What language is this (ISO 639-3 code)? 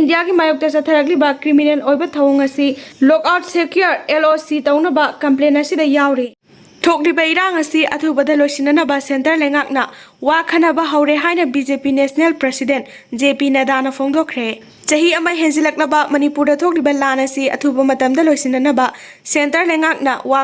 mni